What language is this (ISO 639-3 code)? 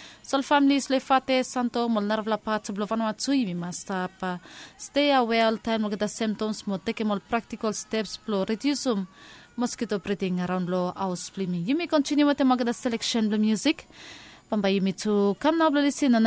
bis